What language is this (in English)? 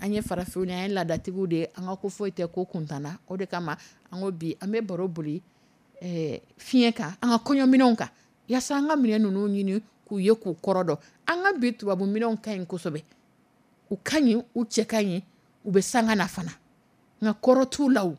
Dyula